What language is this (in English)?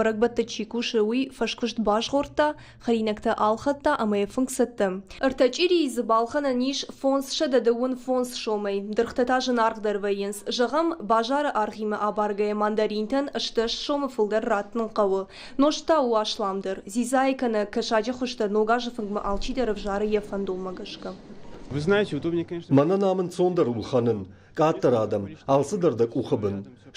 Ossetic